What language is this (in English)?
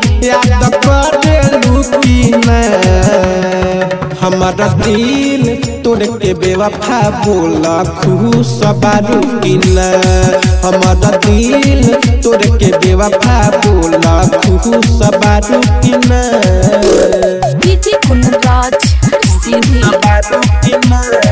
Bhojpuri